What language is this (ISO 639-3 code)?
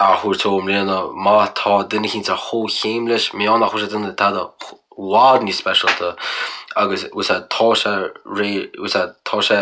gle